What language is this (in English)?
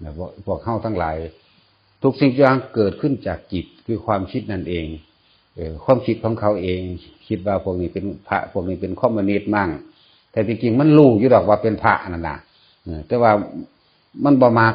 Northeastern Thai